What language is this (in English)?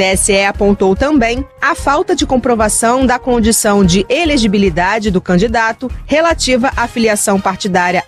Portuguese